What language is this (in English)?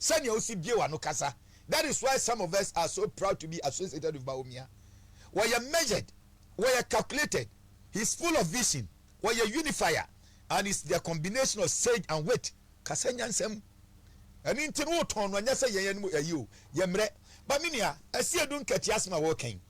Akan